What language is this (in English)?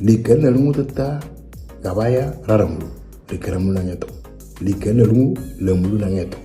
Moro